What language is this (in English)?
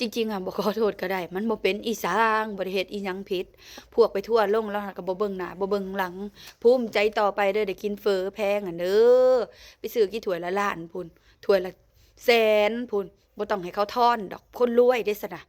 Lao